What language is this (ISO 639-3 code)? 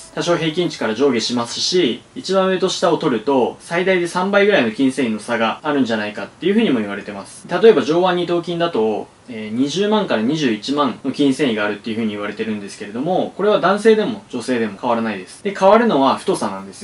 jpn